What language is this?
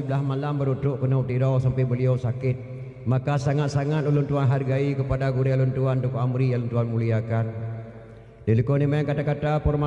Achinese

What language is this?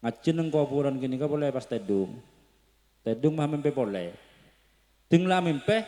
Madurese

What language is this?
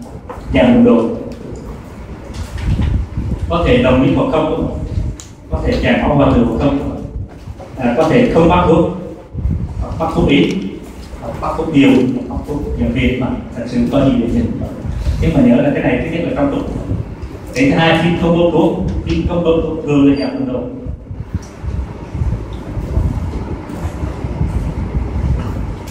Vietnamese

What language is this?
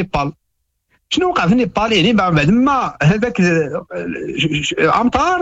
Moroccan Arabic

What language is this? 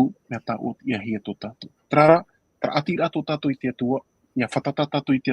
Tahitian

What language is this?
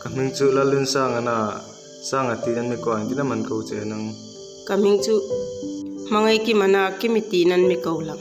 Hmar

